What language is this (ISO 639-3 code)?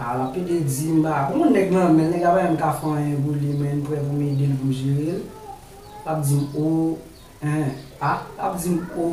hat